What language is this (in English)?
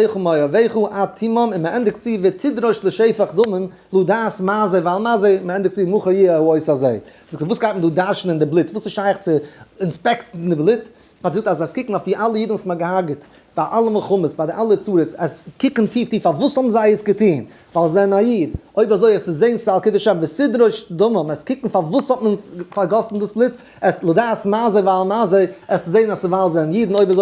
Yiddish